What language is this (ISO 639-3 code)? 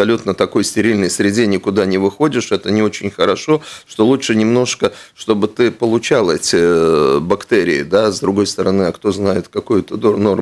rus